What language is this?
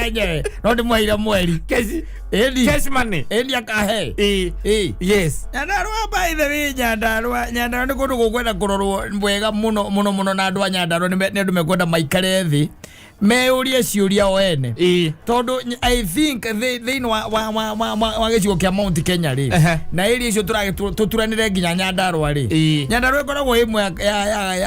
Kikuyu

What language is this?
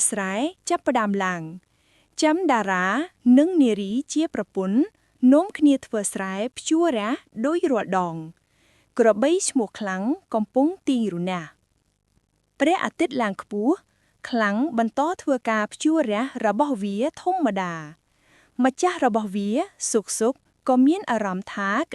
Khmer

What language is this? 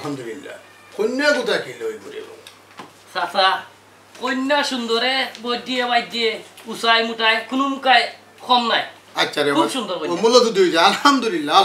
Sylheti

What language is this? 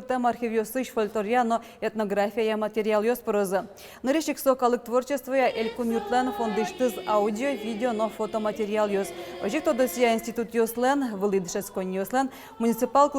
Udmurt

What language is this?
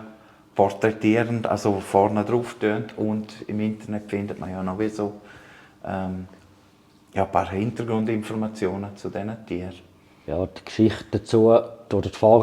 Swiss German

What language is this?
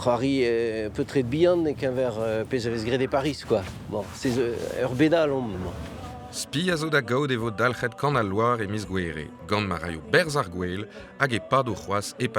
Breton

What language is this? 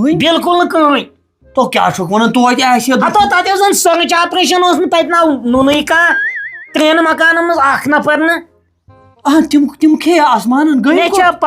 Kashmiri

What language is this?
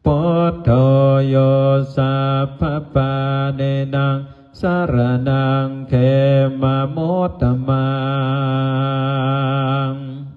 Pali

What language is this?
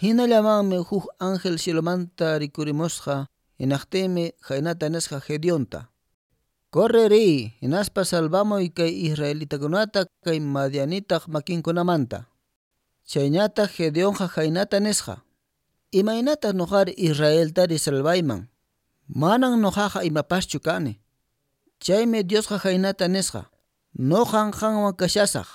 Quechua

